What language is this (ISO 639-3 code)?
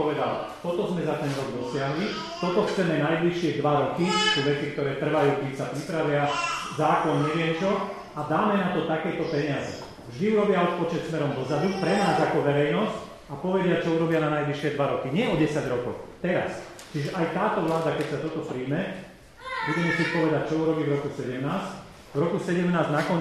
slk